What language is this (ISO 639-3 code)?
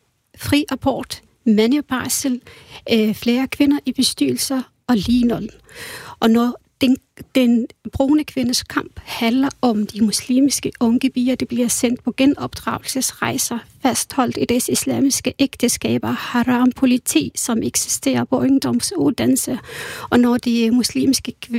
dan